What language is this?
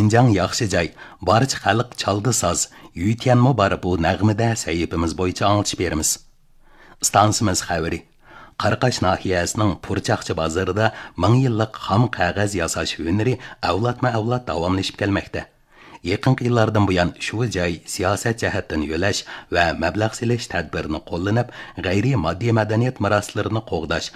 Uyghur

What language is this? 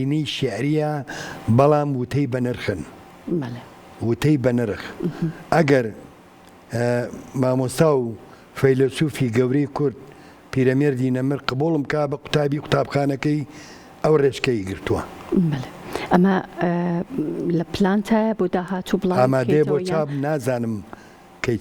Central Kurdish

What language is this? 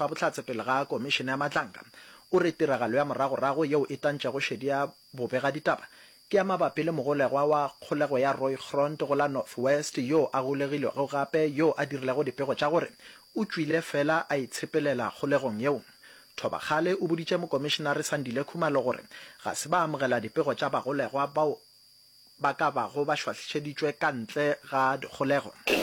Northern Sotho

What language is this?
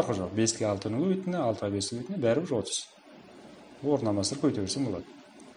Kara-Kalpak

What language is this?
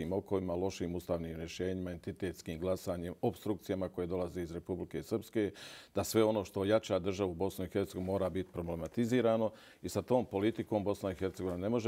Bosnian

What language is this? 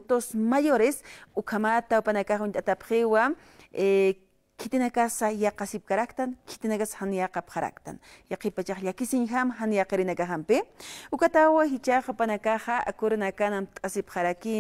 Aymara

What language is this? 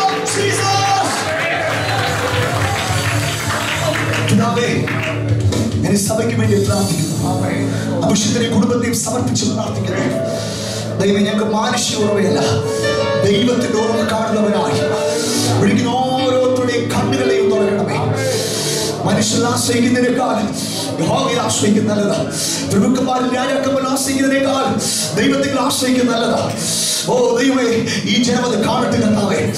Malayalam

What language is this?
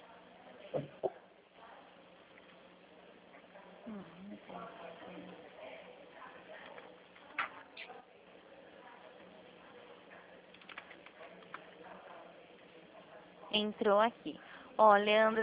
Portuguese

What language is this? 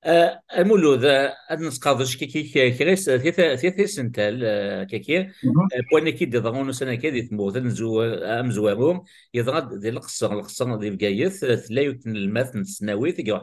Kabyle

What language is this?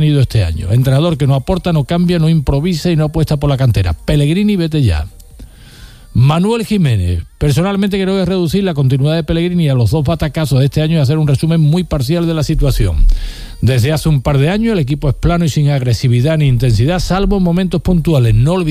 Spanish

